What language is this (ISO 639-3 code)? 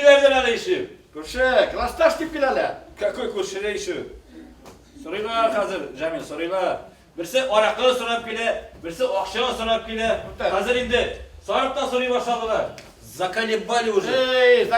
bak